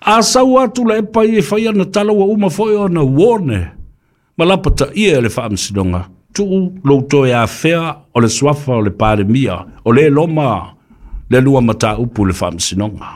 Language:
Samoan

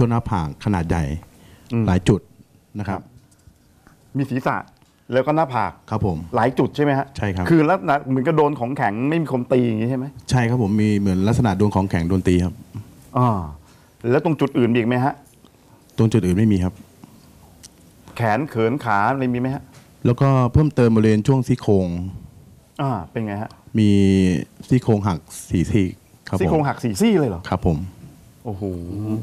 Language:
Thai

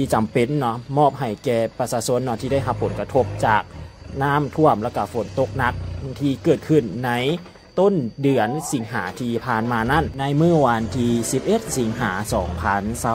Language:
Thai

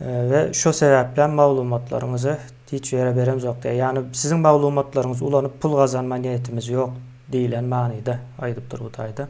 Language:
Turkmen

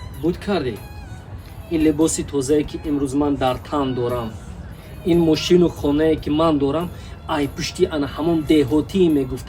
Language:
Tajik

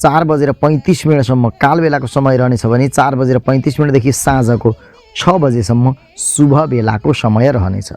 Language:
Nepali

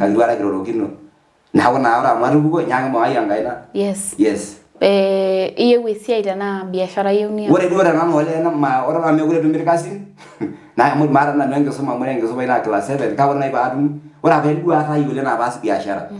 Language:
Masai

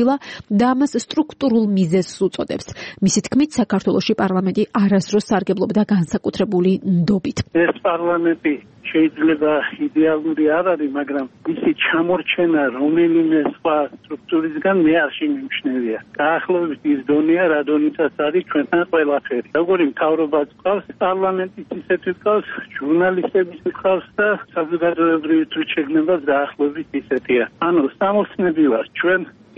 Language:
Georgian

